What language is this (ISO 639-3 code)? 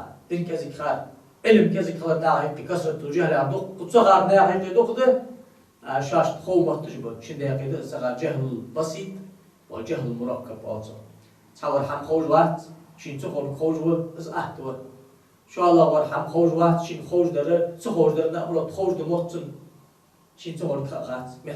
inh